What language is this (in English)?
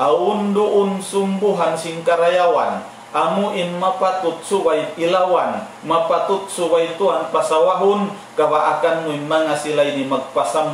Tausug